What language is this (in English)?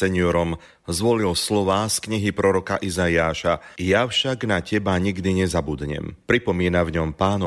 Slovak